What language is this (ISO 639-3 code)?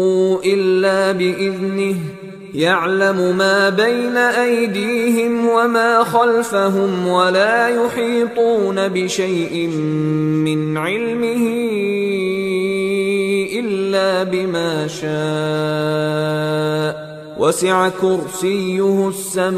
ara